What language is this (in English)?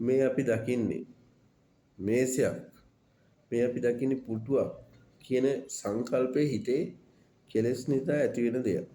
Sinhala